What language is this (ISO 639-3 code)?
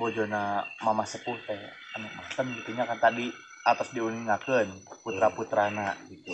sun